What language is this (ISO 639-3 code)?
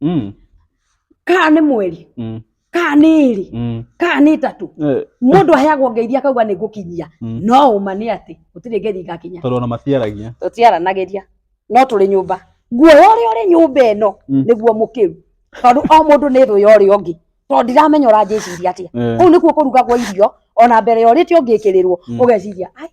kik